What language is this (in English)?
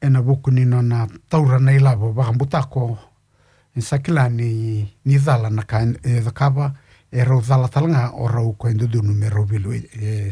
Fijian